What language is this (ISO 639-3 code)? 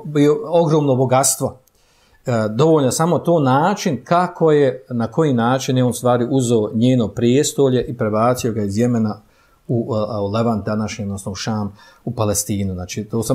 bos